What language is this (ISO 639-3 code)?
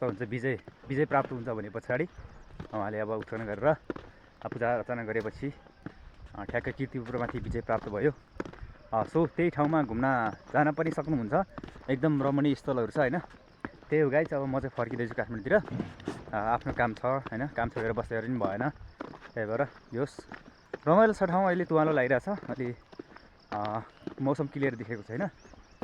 nep